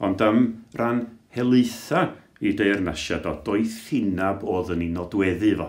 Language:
Welsh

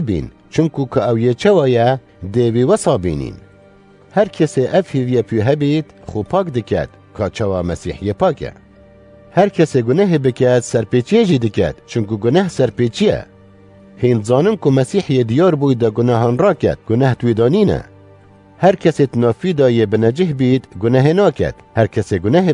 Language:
Kurdish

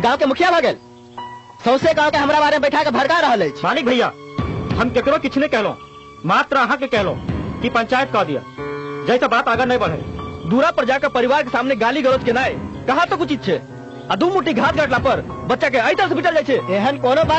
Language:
Maithili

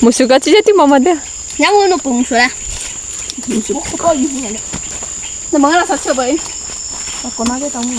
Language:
Lahu Shi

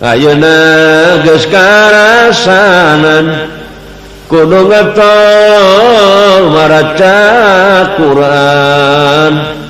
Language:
Sundanese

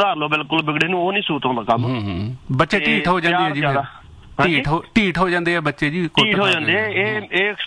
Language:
Punjabi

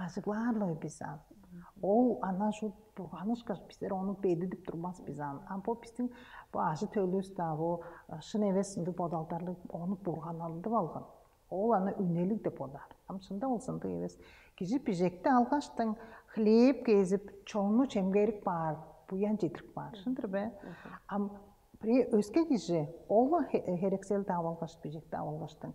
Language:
Tuvinian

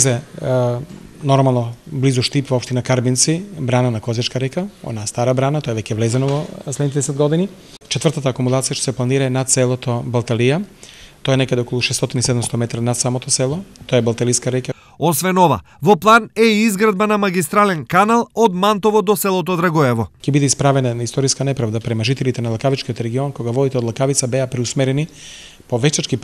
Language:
Macedonian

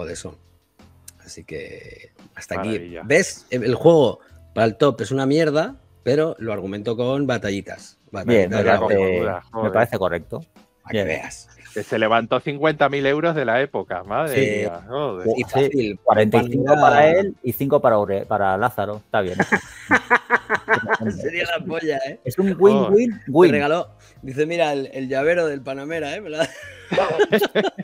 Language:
Spanish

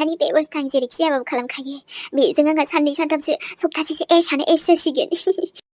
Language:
Bodo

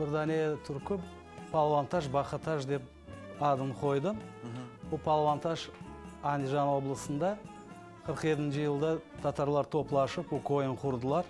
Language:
Crimean Tatar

